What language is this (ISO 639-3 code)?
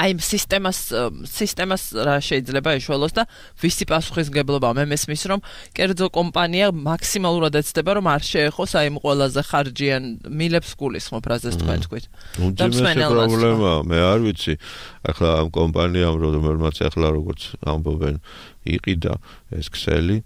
kat